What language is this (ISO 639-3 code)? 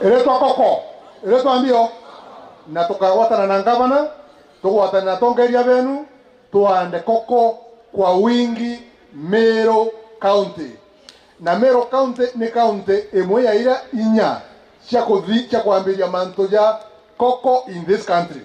mer